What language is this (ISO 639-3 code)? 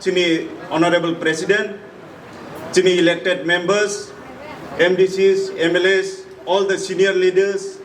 trp